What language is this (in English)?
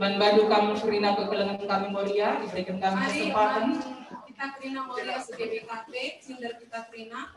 Batak Karo